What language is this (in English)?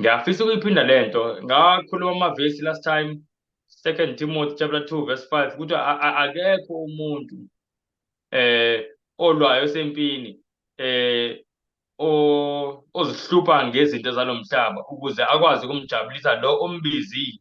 Zulu